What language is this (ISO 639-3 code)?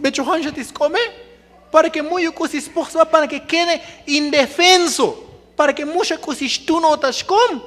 tzo